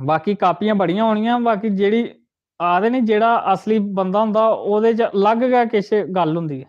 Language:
Dogri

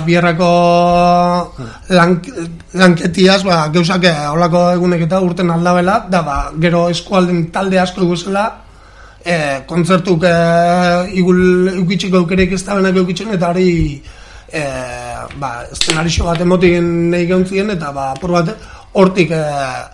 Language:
Basque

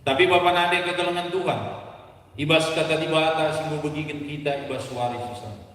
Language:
Batak Karo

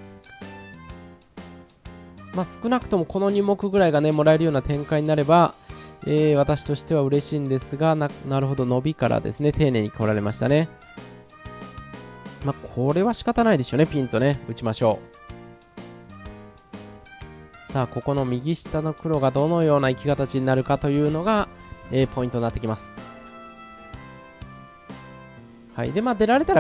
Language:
Japanese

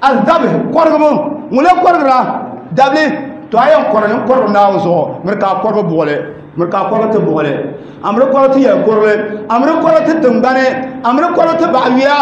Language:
Dagbani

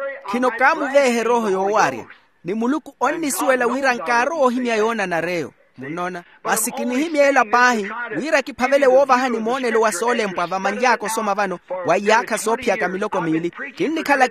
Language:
Makhuwa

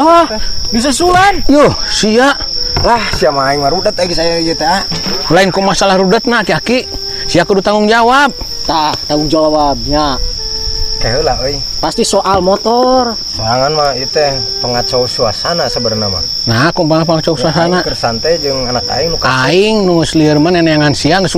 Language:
Sundanese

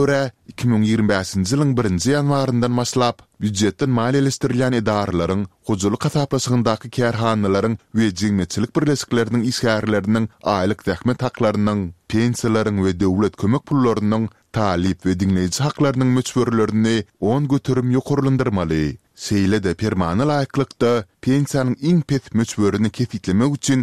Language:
Turkmen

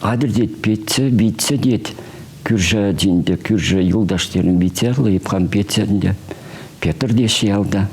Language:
Chuvash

